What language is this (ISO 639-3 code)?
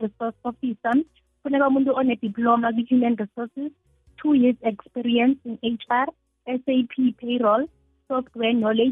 nbl